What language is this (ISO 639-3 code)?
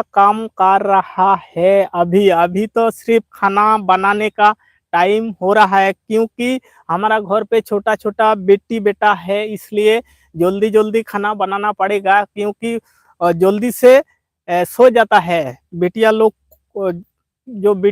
sat